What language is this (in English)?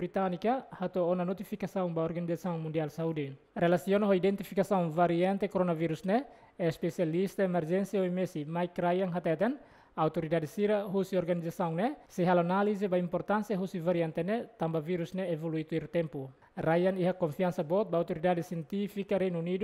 Tetum